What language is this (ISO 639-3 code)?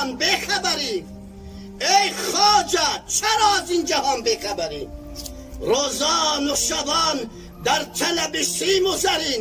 tgk